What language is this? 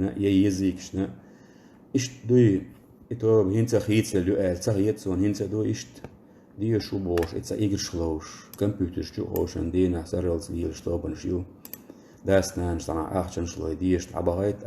Chechen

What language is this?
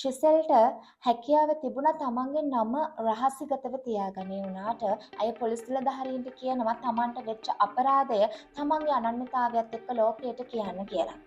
Sinhala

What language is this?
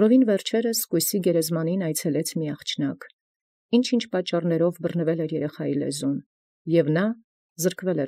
Armenian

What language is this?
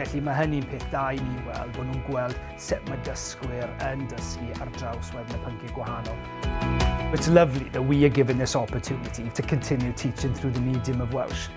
Welsh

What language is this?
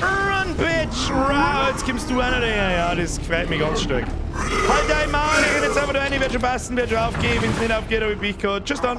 Bavarian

